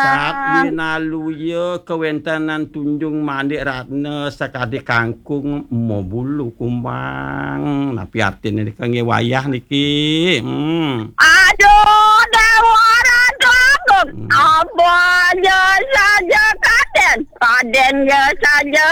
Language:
Balinese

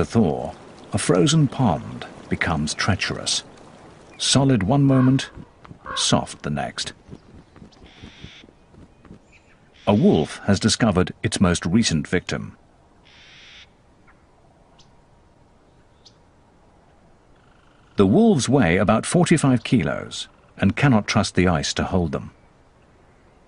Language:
English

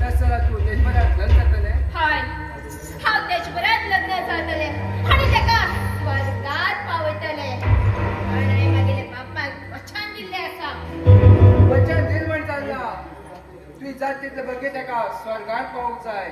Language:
Konkani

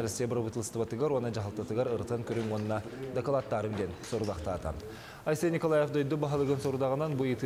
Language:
Yakut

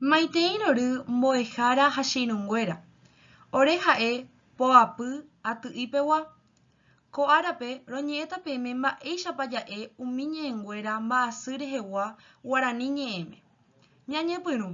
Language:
Guarani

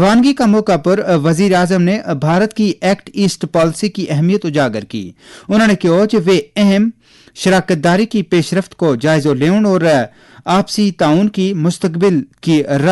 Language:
Gujari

